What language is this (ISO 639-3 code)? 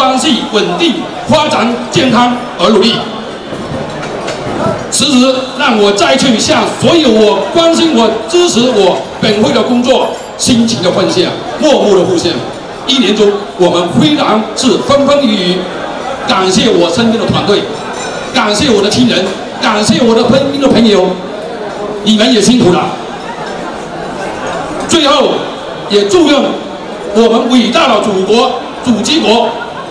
zho